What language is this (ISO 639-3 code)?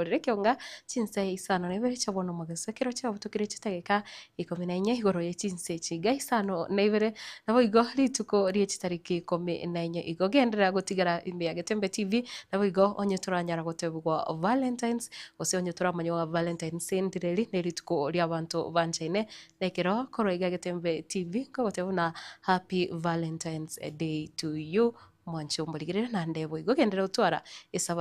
guz